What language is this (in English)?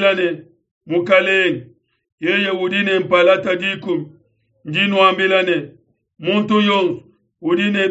Luba-Lulua